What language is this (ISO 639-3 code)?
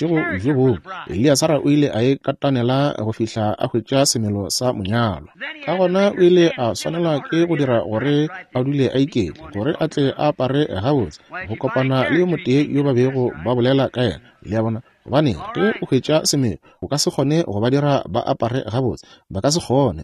nso